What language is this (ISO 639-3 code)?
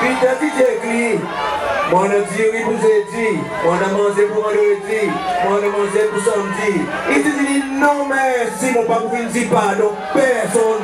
crs